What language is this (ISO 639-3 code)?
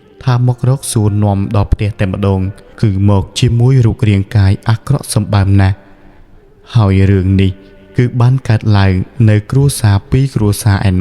khm